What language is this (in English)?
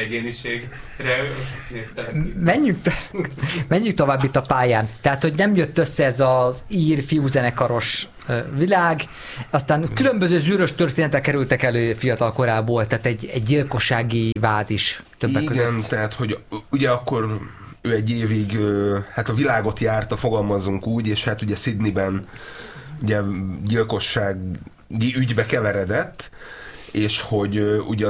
Hungarian